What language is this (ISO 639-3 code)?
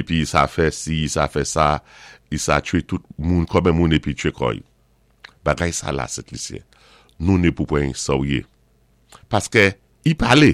acf